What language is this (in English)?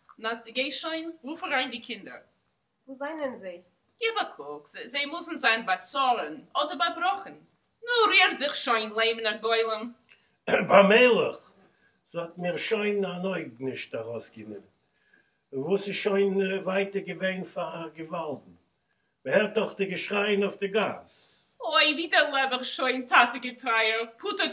Yiddish